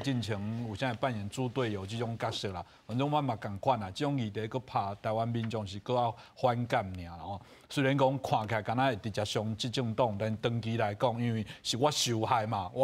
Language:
Min Nan Chinese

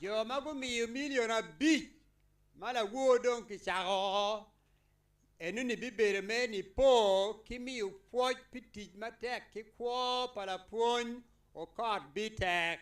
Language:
Acoli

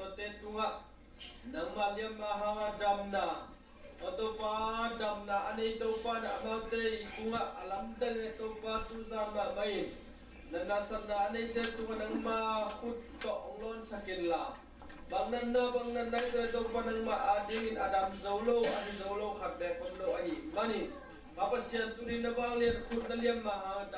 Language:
Tedim Chin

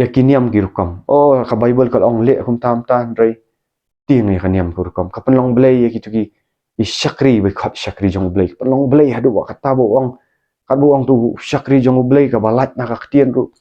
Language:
Khasi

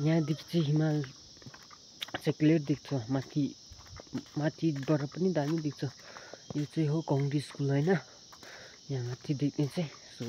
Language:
Nepali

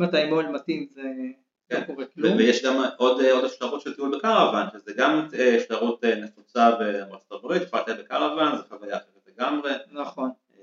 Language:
Hebrew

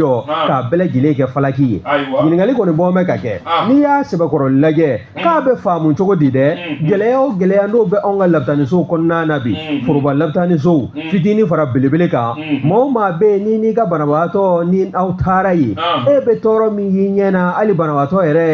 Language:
Bambara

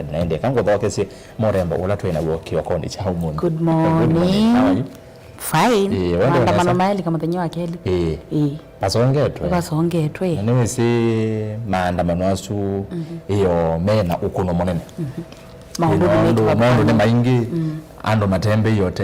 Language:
Kamba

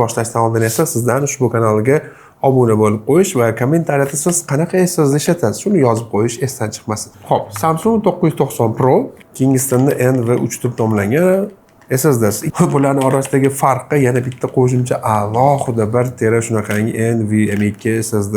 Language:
Uzbek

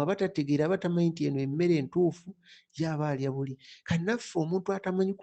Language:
Ganda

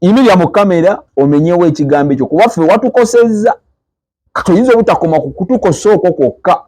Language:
Ganda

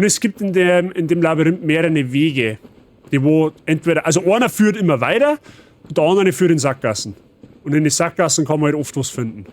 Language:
Bavarian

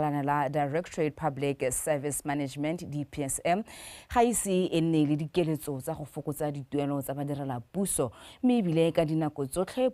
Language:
Tswana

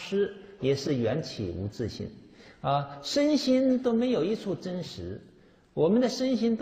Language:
Chinese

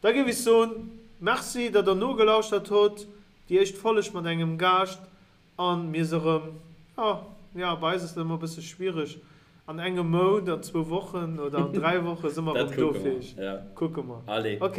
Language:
Luxembourgish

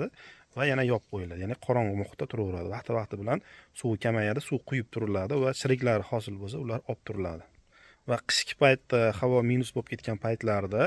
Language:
Uzbek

